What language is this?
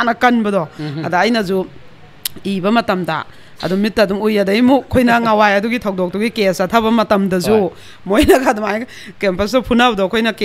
Manipuri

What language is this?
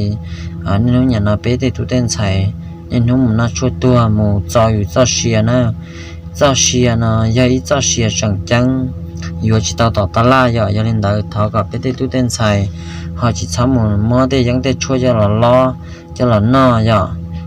Hmong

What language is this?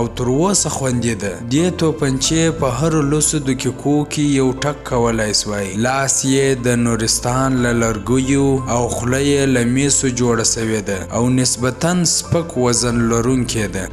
Pashto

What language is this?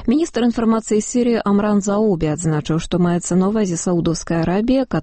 Belarusian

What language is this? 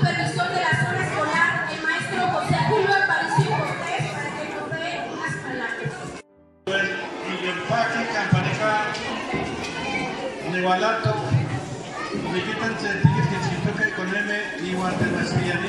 Spanish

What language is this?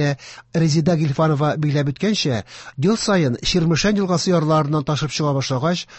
Tatar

